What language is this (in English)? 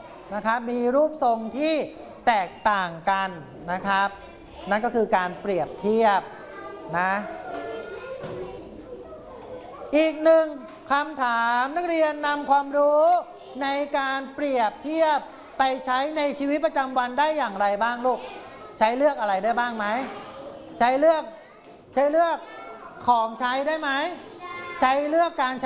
Thai